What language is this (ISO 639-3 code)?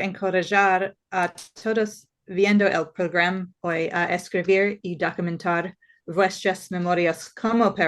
lad